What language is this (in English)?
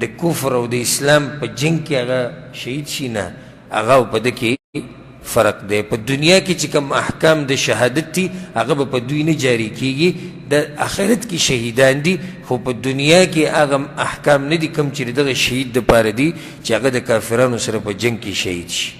Pashto